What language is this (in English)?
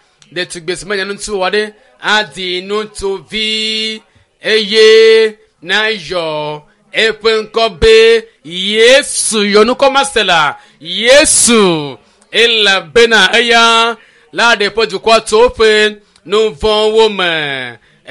Ewe